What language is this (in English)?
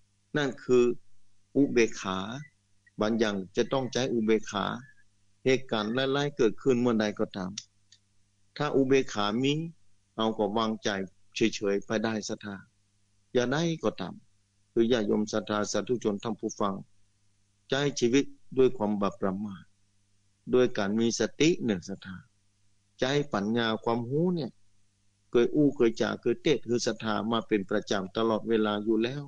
Thai